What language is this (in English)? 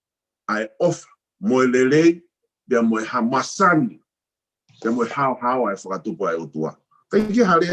Tongan